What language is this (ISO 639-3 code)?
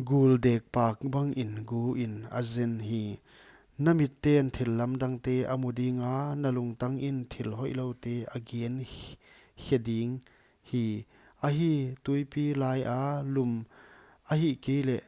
pck